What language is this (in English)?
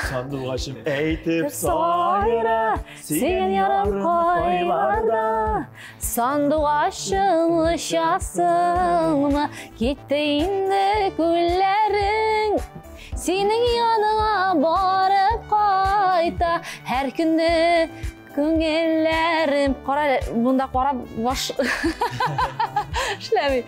Tatar